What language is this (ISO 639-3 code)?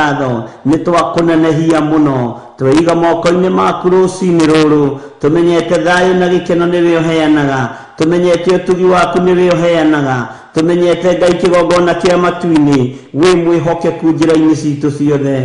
kik